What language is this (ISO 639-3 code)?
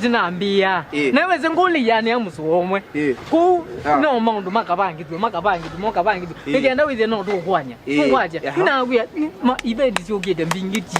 kam